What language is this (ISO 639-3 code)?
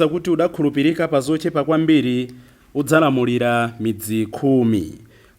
nya